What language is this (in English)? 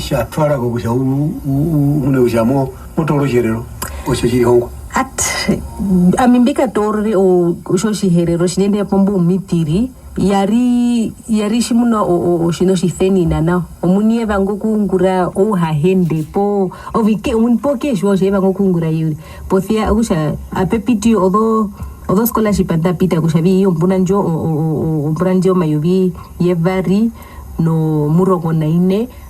Herero